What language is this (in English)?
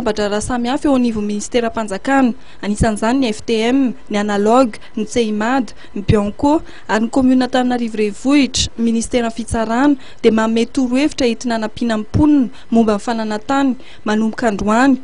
Malagasy